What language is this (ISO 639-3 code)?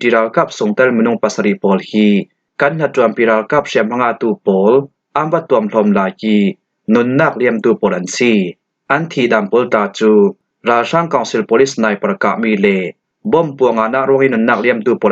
cfm